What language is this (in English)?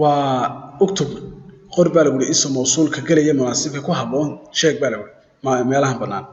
Somali